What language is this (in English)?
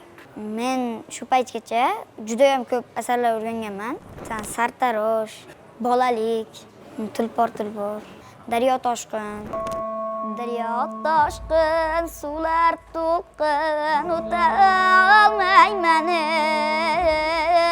Uzbek